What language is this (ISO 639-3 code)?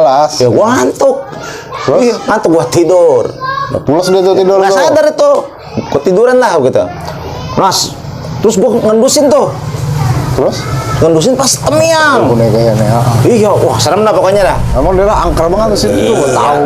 bew